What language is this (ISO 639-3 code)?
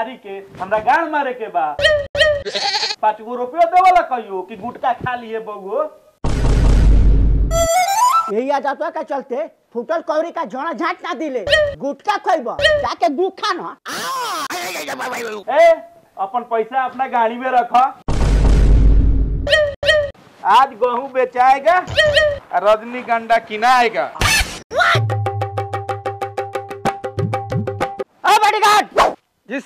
bho